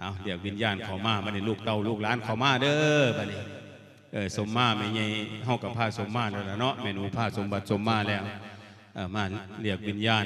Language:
Lao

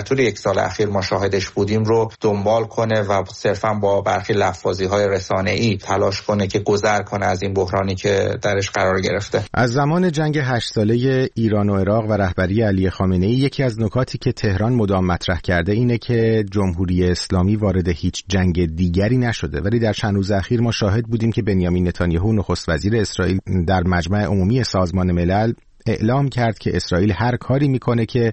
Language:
Persian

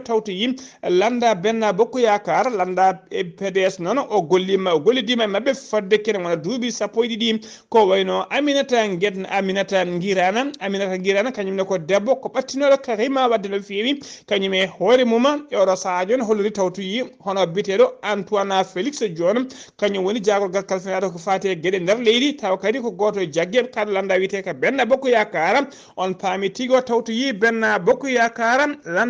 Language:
Fula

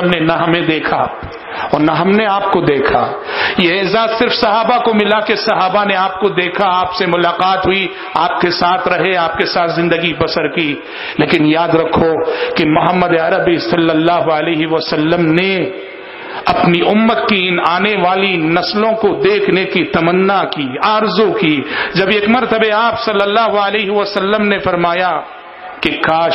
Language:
Urdu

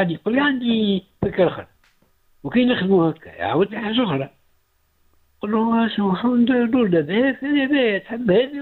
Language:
Tunisian Arabic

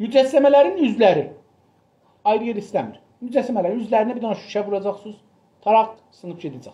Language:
South Azerbaijani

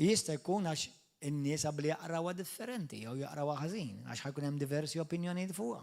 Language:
Maltese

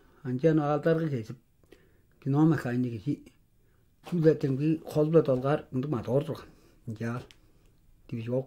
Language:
Tuvinian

